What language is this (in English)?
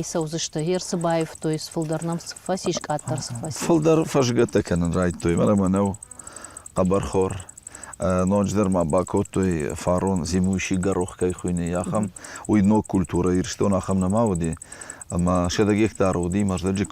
Ossetic